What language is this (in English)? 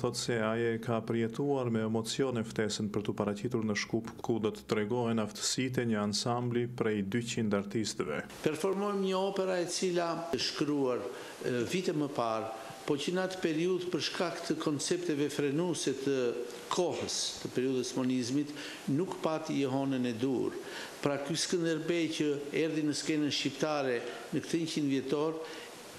Albanian